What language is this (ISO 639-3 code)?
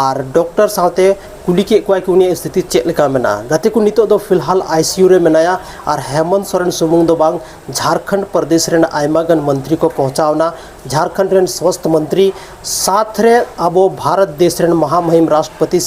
sat